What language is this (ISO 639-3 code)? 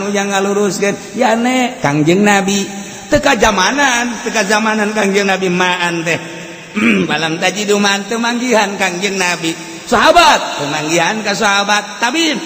sun